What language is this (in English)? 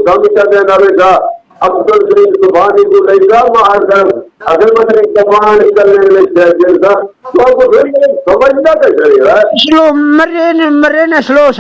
Saraiki